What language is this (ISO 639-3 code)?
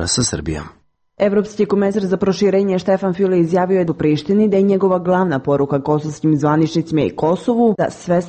srp